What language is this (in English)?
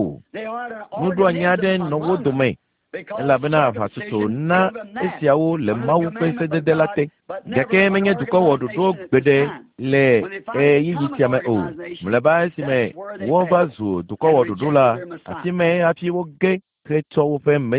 Ewe